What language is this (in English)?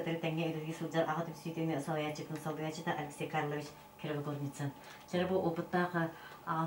Yakut